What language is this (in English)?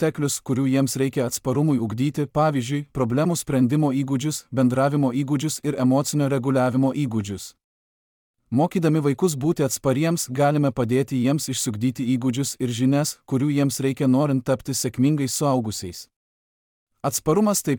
Lithuanian